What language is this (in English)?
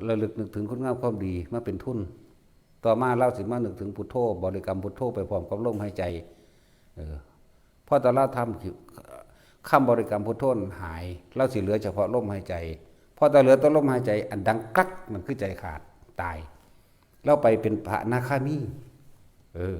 Northeastern Thai